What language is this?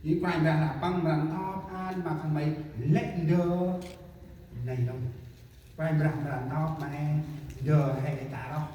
Central Mnong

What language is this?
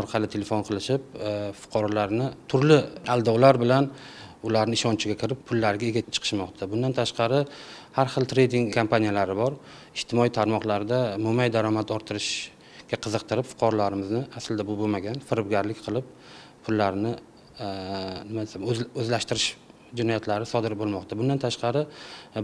Uzbek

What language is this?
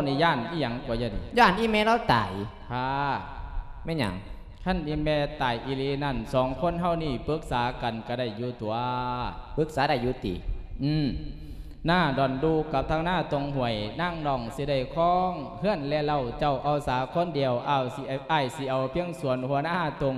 Lao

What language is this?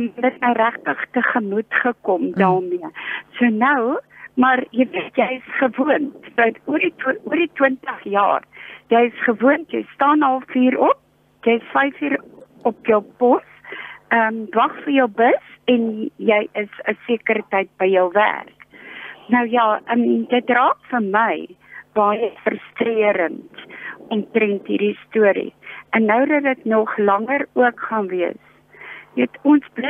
Afrikaans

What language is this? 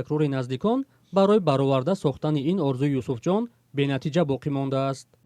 Tajik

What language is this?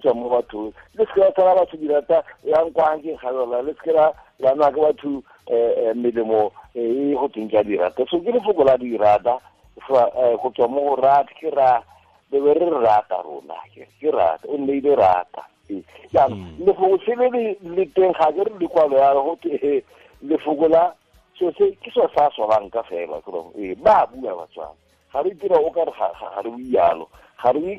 Tswana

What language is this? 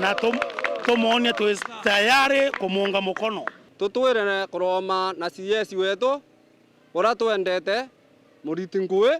Meru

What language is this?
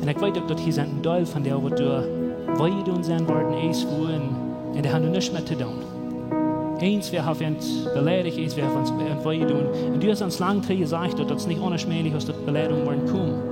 Plautdietsch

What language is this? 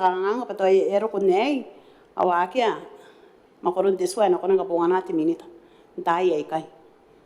Gilbertese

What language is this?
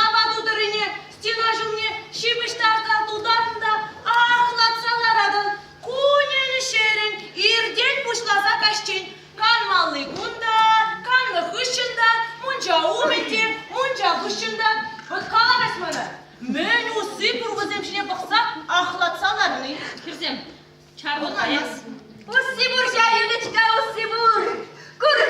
Chuvash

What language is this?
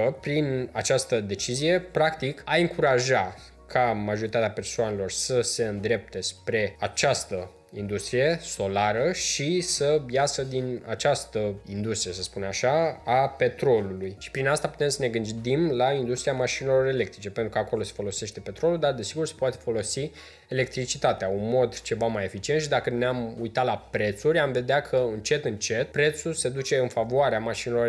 Romanian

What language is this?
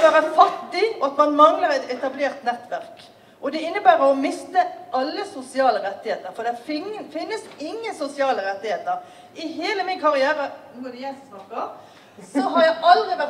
Norwegian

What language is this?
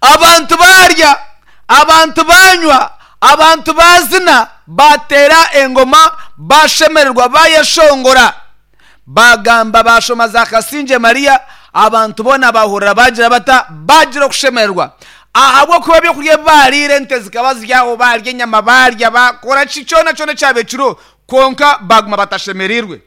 Nyankole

